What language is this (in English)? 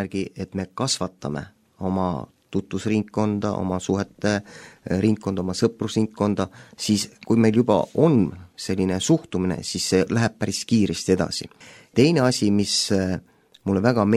Estonian